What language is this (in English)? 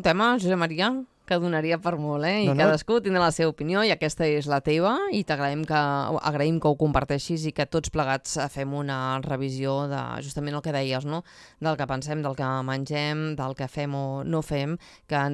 Catalan